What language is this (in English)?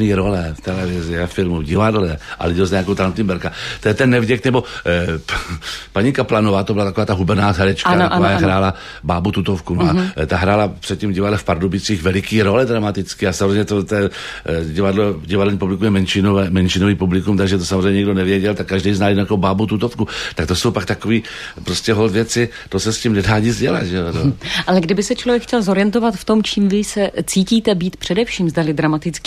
Czech